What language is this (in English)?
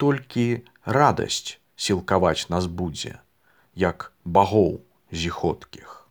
Belarusian